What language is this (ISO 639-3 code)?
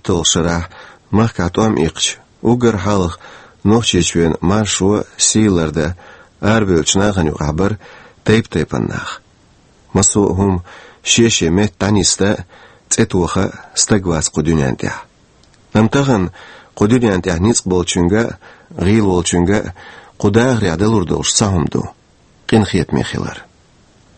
che